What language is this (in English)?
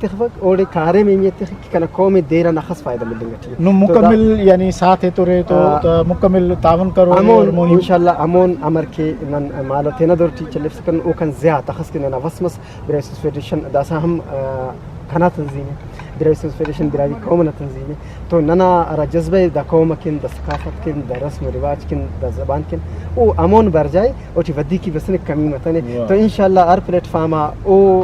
Brahui